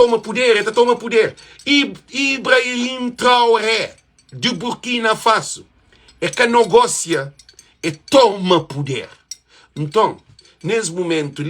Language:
Kabuverdianu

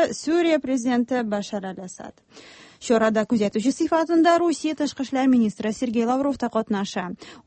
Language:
Tatar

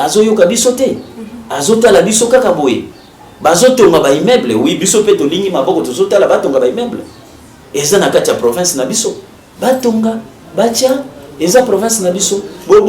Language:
Lingala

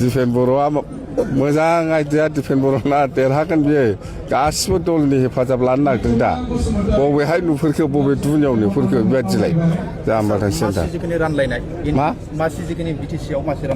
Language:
Bodo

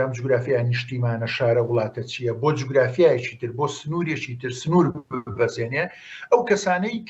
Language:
Central Kurdish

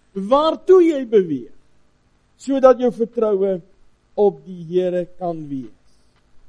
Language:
Afrikaans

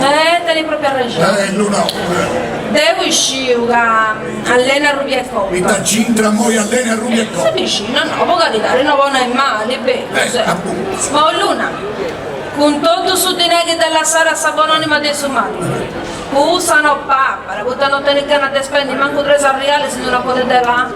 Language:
Sardinian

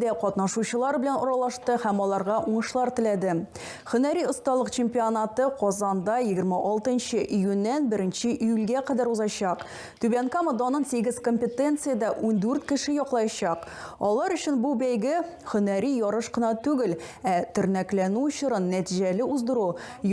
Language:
Tatar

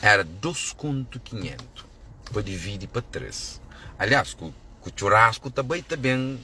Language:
Kabuverdianu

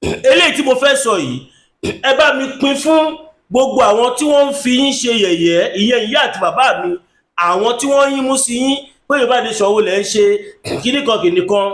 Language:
Yoruba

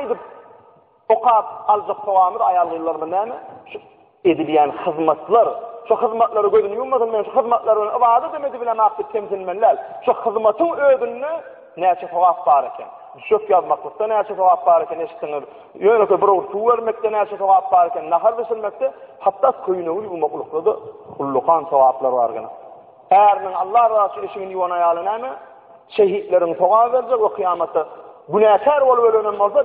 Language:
Turkmen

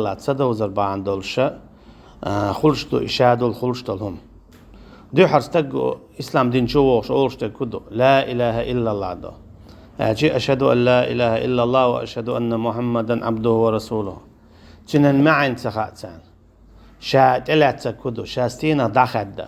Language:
Chechen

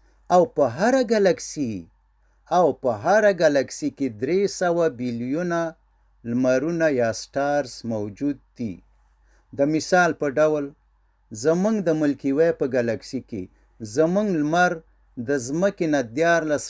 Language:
Pashto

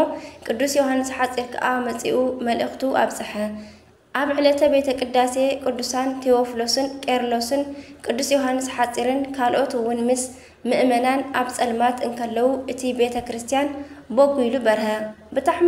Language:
Tigrinya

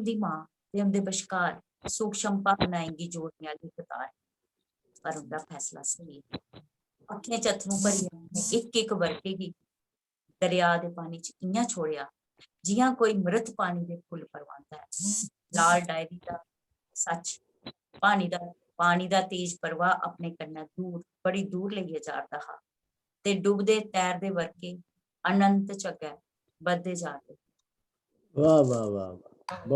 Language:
Dogri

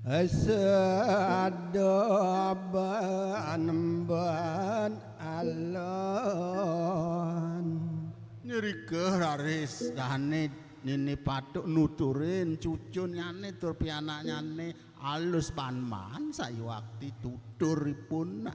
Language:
Balinese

